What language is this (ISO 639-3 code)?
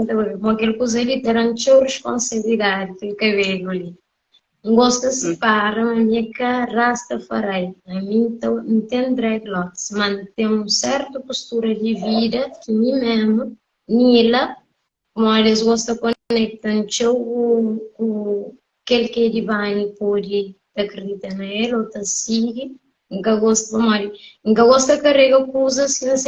kea